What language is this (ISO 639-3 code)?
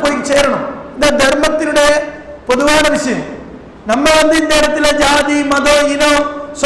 tam